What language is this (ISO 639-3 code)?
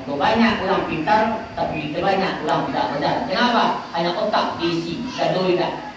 min